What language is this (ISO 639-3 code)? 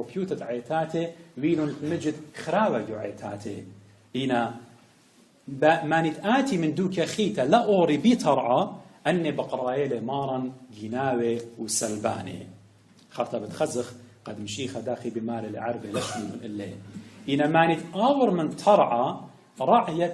aii